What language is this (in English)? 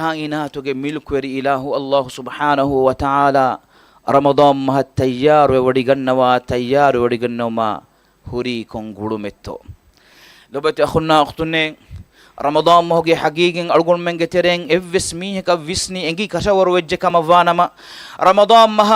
Divehi